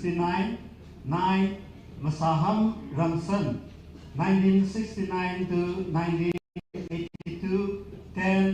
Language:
Tangkhul Naga (India)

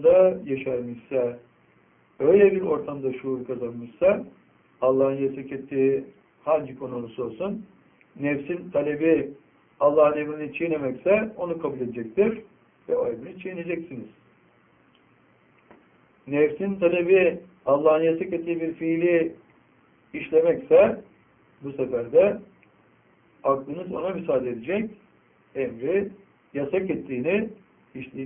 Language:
Turkish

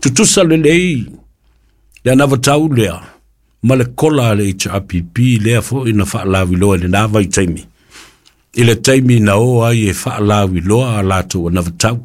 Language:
Samoan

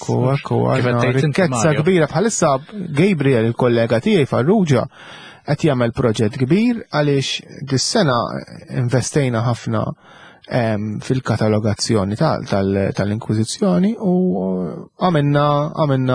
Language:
Maltese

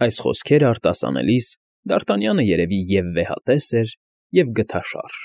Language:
Armenian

